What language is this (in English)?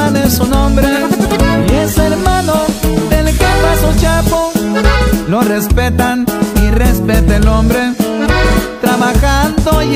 Spanish